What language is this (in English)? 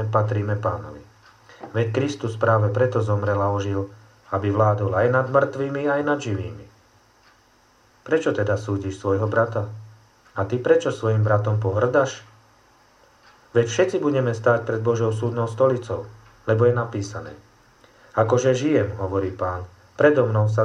Slovak